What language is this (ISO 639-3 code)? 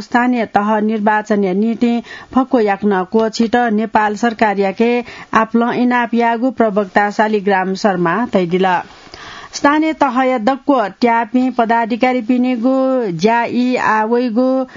new